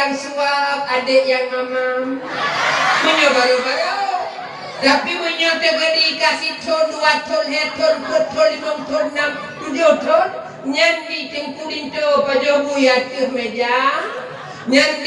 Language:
Achinese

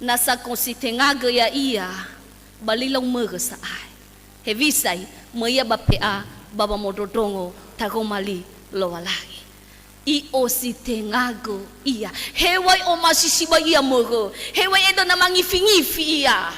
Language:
Nias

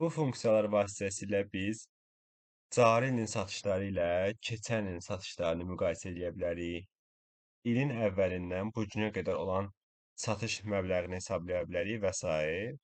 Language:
Azerbaijani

